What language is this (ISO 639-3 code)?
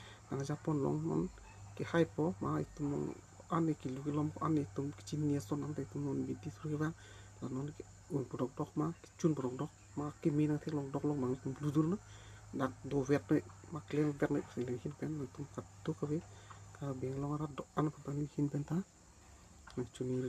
mjw